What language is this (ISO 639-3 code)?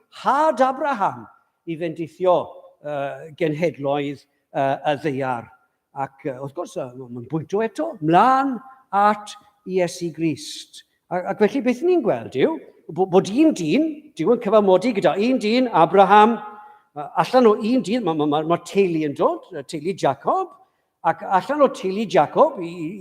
cym